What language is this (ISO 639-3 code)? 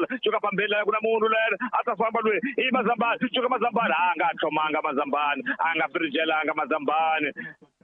tso